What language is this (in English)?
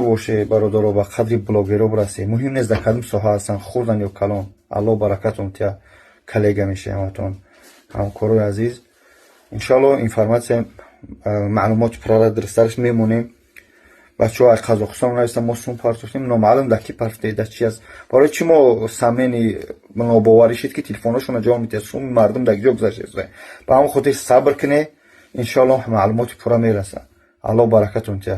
Tajik